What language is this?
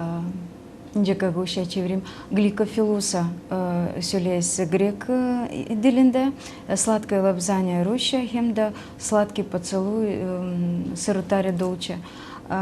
Gagauz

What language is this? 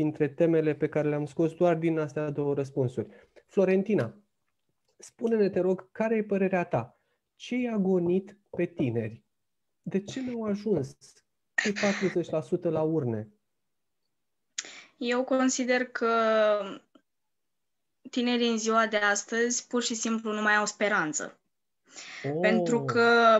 Romanian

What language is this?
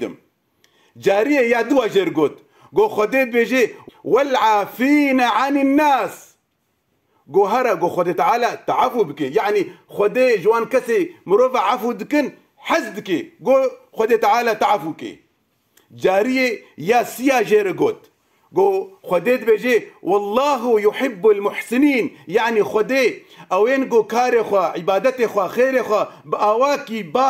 Kurdish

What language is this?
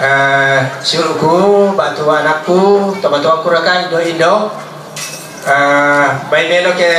Toraja-Sa'dan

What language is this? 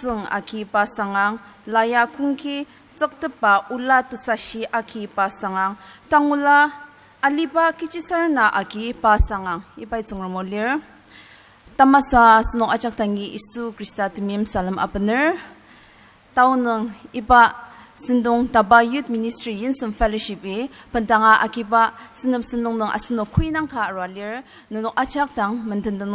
Ao Naga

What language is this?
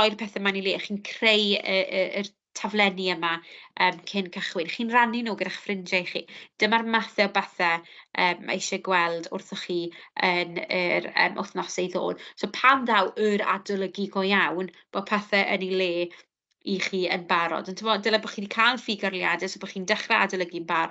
Welsh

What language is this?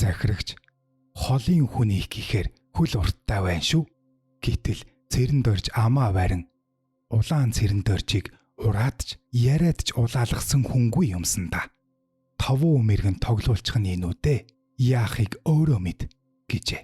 Mongolian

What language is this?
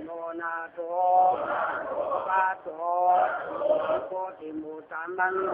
Lü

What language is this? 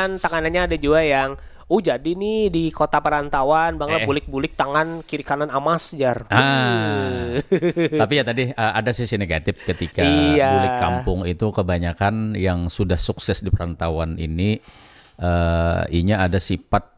Banjar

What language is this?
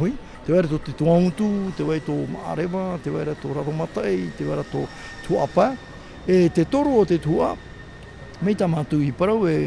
Tahitian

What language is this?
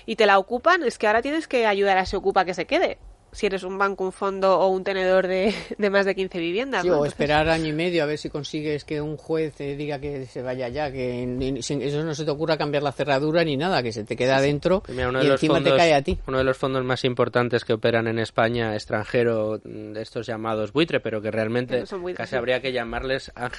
Spanish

